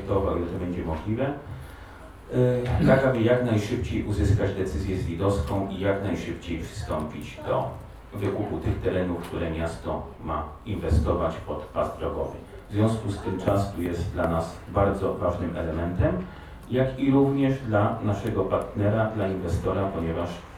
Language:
Polish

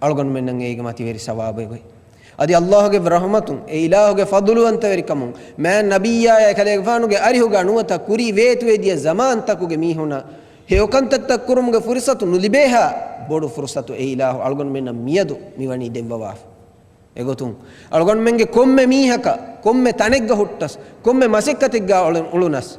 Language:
Divehi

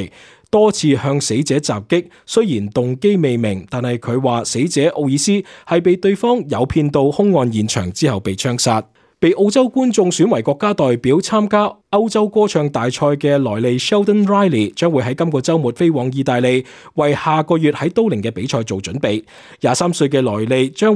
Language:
Cantonese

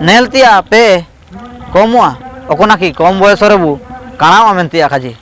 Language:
Ho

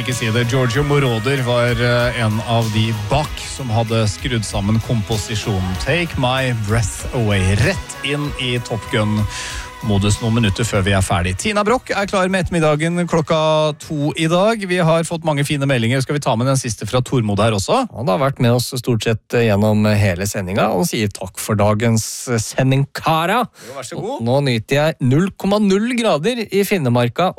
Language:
Norwegian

